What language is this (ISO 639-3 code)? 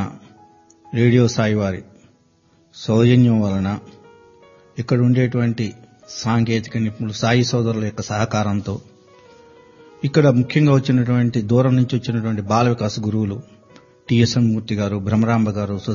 tel